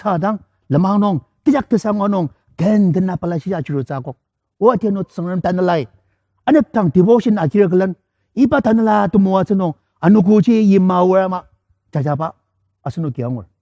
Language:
Ao Naga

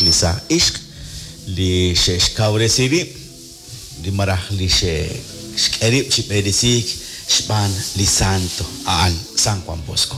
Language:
Kekchí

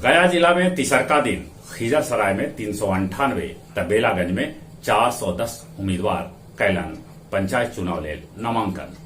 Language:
Magahi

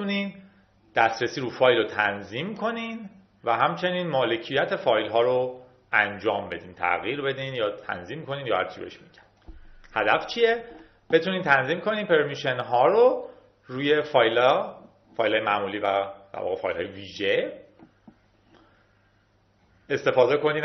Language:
Persian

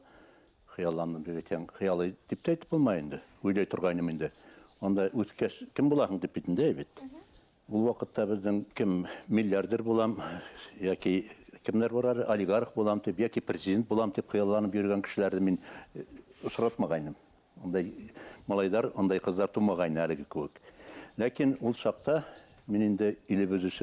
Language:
Bashkir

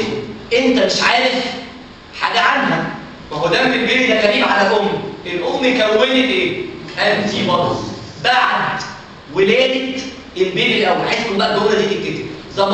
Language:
Egyptian Arabic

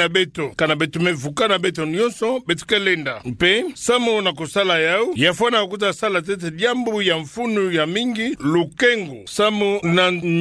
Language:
Kituba (Democratic Republic of Congo)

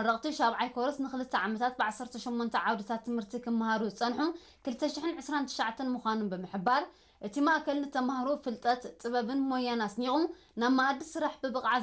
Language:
Tigrinya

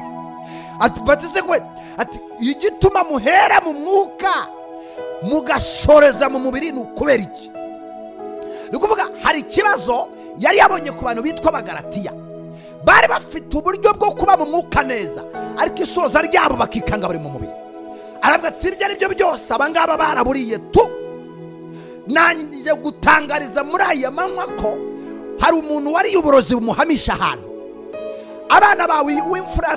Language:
Kinyarwanda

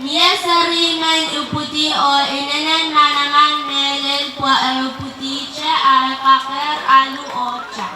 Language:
Pohnpeian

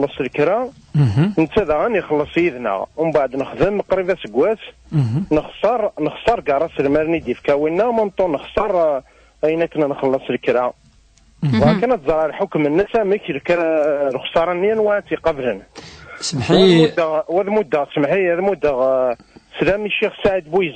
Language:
Kabyle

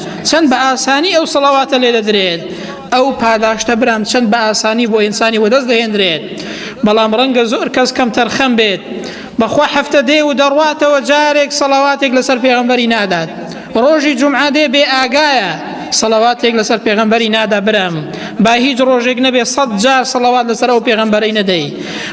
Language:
Central Kurdish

